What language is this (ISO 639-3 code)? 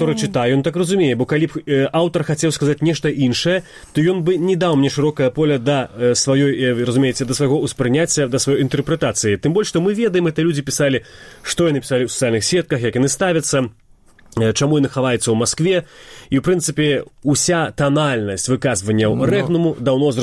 bel